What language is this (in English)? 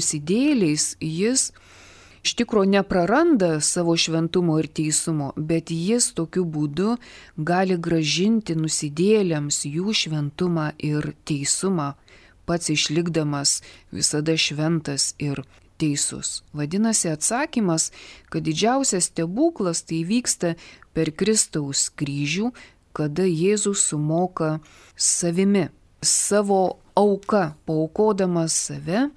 Lithuanian